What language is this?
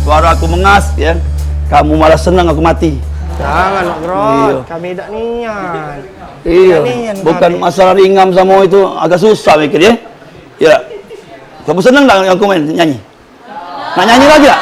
Musi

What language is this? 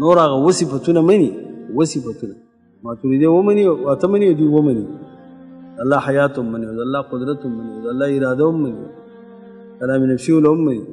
Pashto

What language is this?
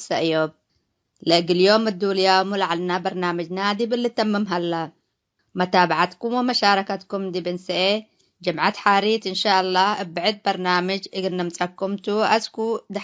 Tigre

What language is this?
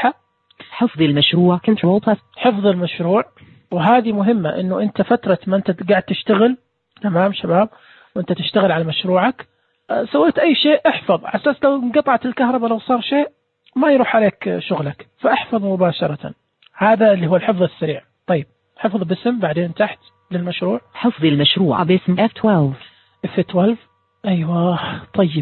Najdi Arabic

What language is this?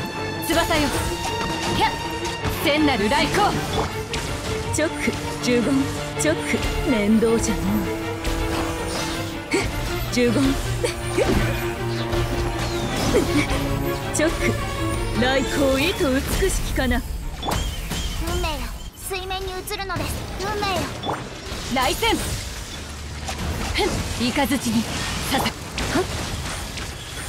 Japanese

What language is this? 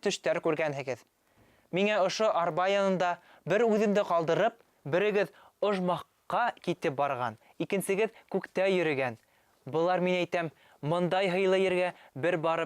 Bashkir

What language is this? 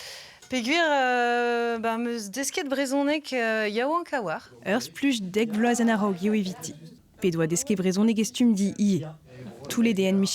Breton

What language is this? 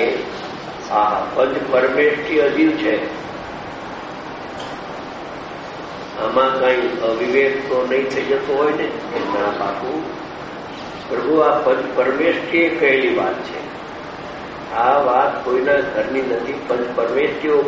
Gujarati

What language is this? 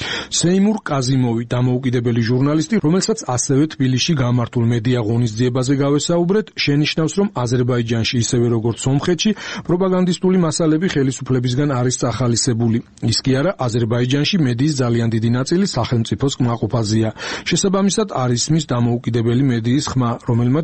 Georgian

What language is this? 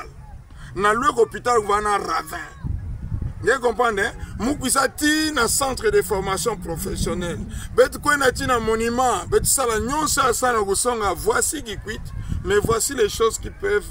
Kituba (Democratic Republic of Congo)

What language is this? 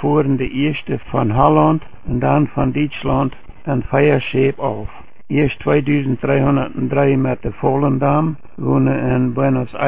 Plautdietsch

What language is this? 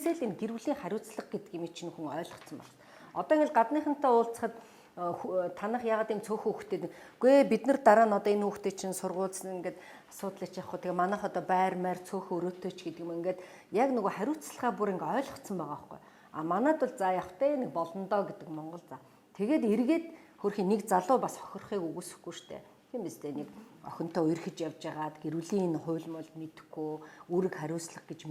Mongolian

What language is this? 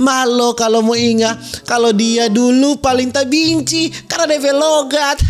Manado Malay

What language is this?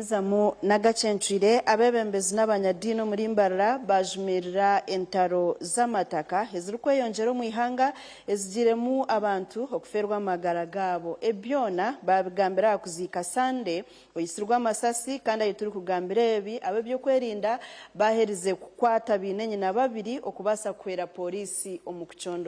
Nyankole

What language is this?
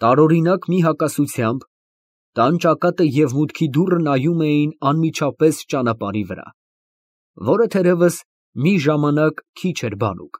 Armenian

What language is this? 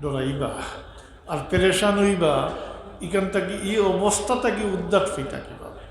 Sylheti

